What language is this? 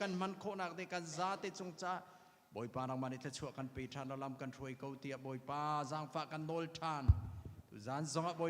Hakha Chin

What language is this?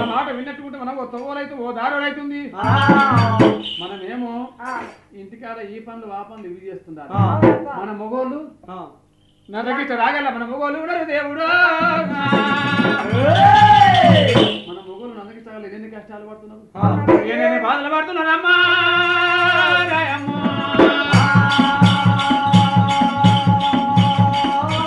Telugu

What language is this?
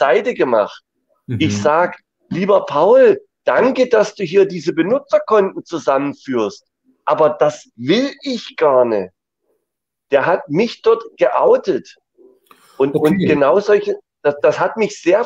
German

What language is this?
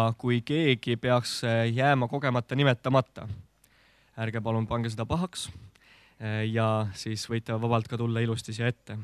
Estonian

